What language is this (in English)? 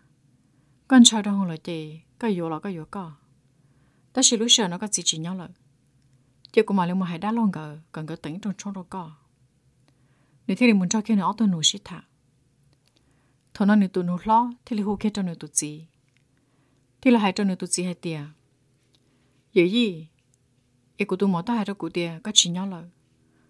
Vietnamese